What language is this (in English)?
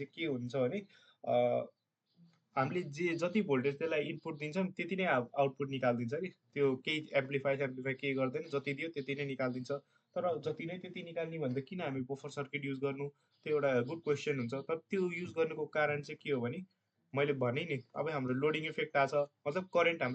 Nepali